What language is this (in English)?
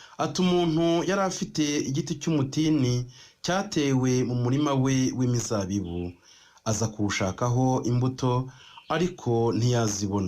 Kinyarwanda